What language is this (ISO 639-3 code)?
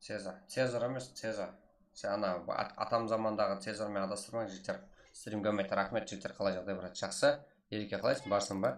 kaa